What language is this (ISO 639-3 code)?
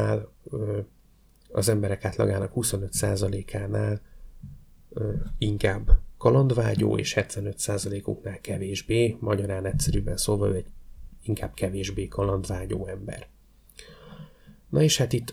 hun